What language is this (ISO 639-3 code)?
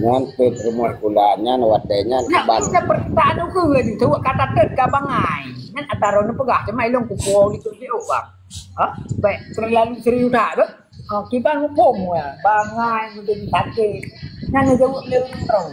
ace